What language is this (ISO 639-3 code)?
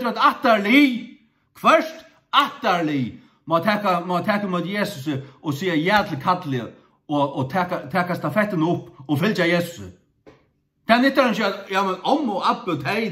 fao